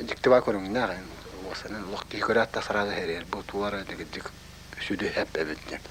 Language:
Yakut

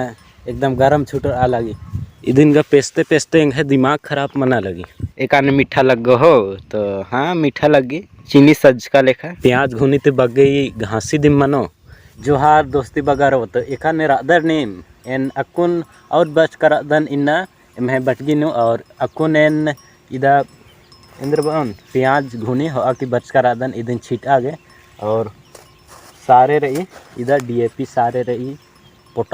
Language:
Kurukh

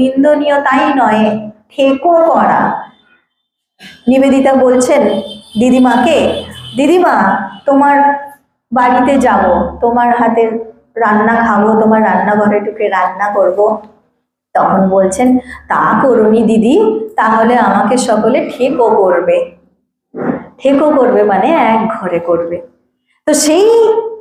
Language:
Bangla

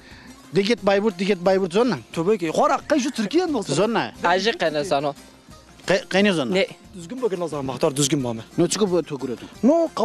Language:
Zaza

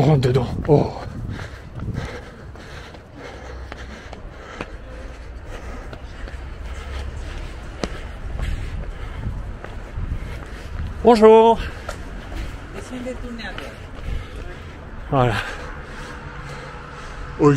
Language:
French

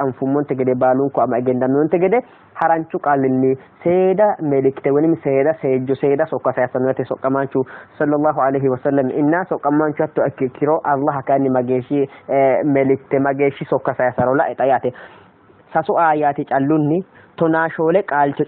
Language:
Sidamo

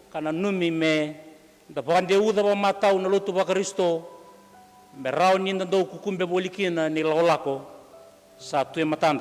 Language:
Fijian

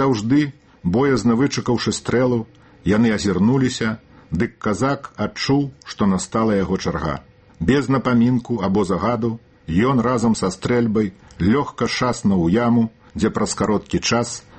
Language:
Belarusian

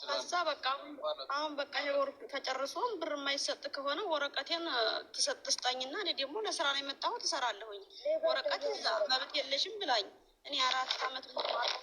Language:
Amharic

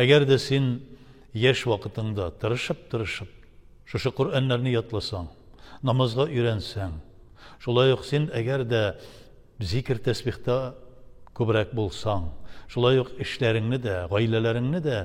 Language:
Tatar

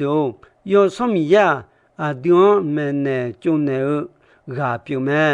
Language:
Akha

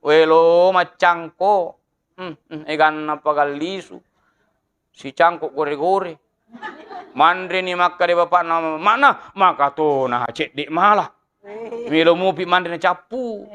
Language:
Buginese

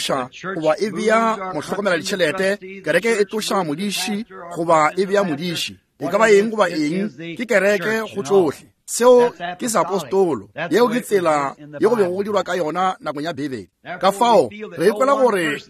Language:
Northern Sotho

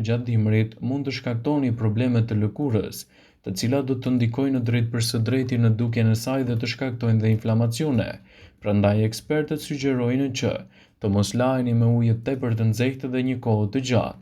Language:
Albanian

